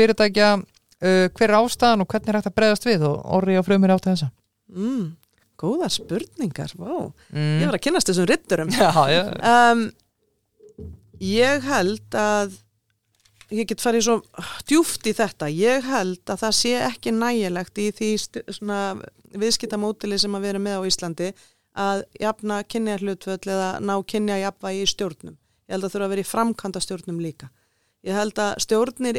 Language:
Icelandic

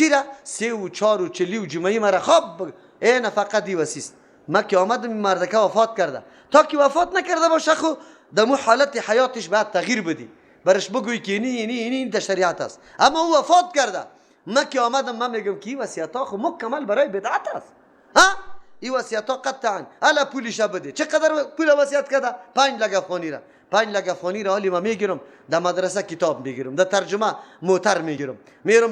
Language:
Persian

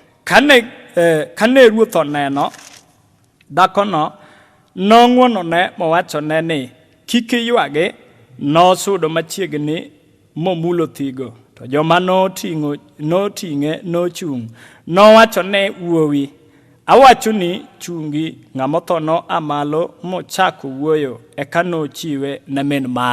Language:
Luo (Kenya and Tanzania)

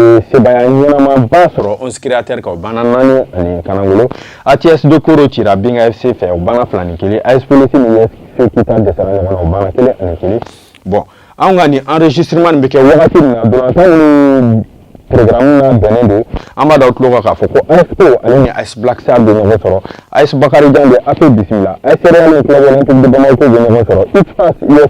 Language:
Bambara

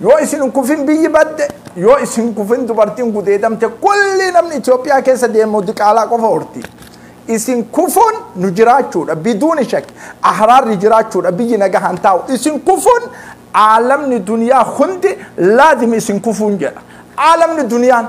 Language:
Oromo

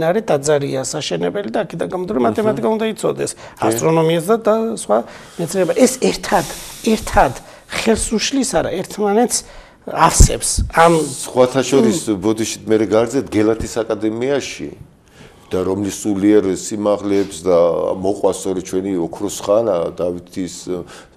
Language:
Georgian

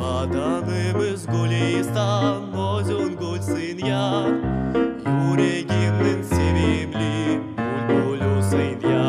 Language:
Crimean Tatar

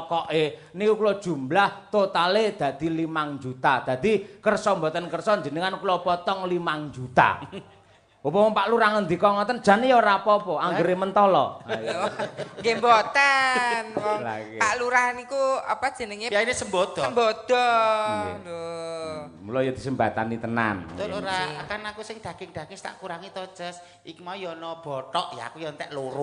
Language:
Javanese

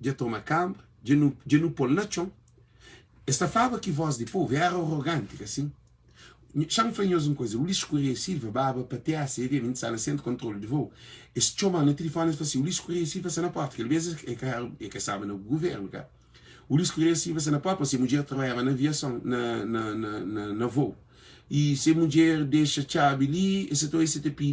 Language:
Kabuverdianu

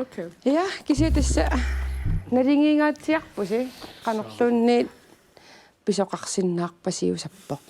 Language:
Kalaallisut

